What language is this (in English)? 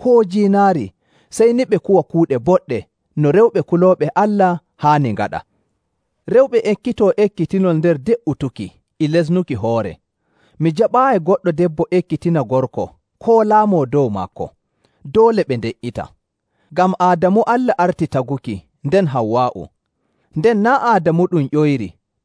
Nigerian Fulfulde